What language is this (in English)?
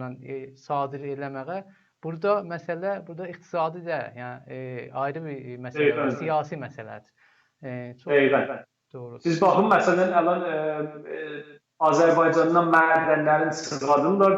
South Azerbaijani